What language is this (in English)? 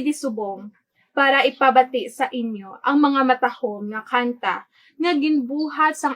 Hiligaynon